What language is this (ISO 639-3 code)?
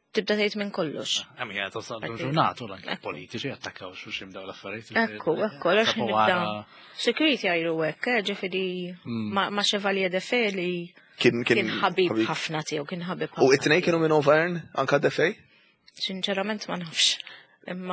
mlt